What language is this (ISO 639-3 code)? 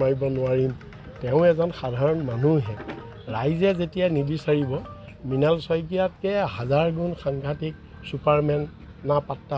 asm